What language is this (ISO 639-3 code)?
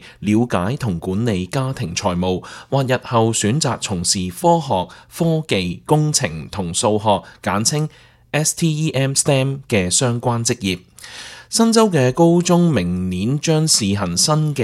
yue